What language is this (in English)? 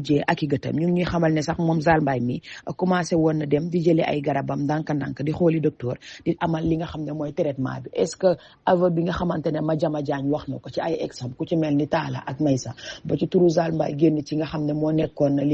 Wolof